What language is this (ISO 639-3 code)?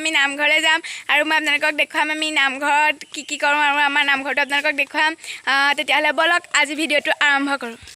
asm